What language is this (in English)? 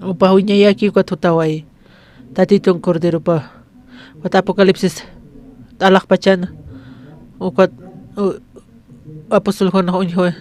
Aymara